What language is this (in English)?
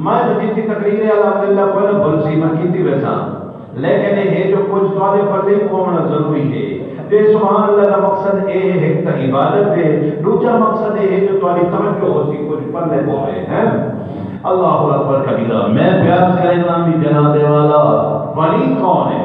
Saraiki